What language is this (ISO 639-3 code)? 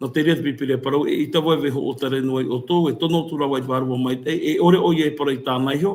tah